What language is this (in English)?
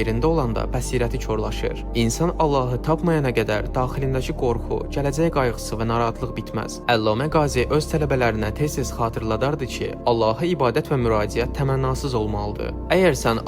Azerbaijani